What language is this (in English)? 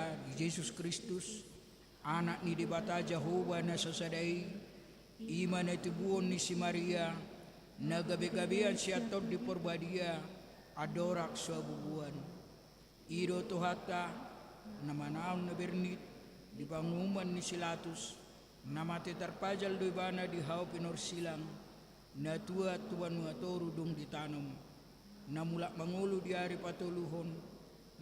Batak Toba